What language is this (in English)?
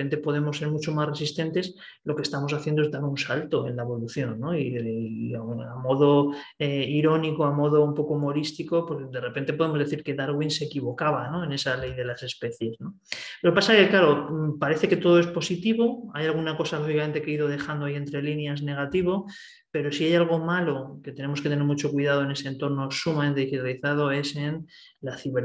Spanish